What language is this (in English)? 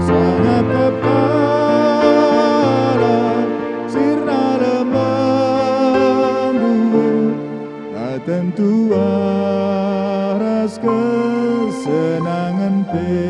Batak Karo